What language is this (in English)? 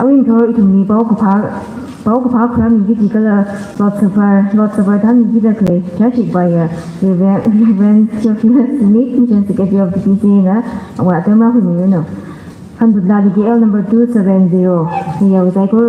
Tangkhul Naga (India)